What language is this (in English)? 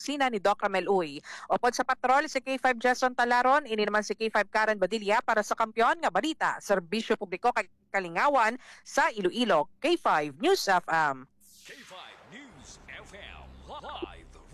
Hiligaynon